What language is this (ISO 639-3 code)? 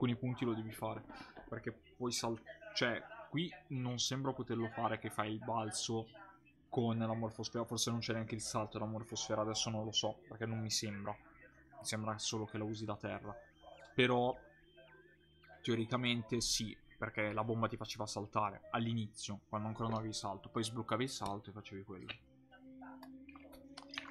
ita